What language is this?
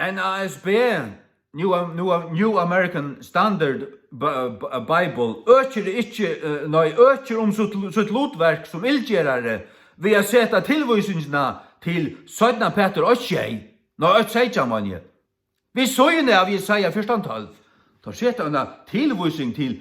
Faroese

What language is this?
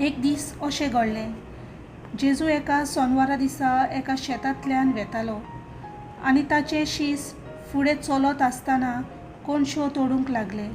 Konkani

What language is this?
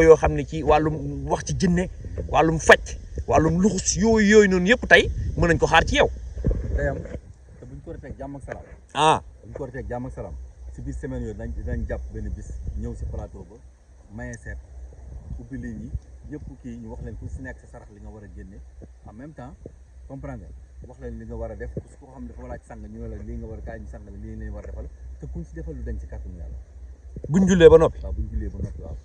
Wolof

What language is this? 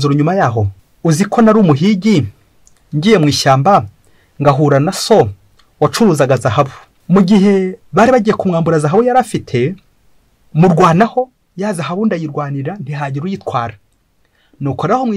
Kinyarwanda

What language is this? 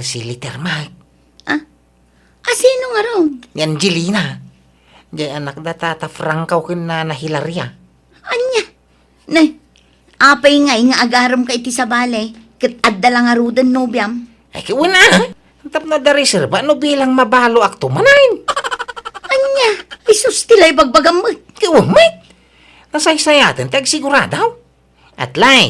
Iloko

